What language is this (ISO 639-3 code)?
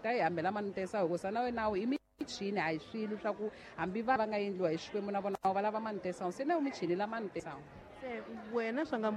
tso